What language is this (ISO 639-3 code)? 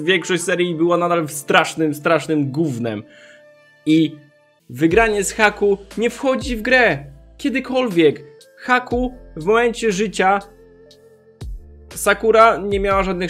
pol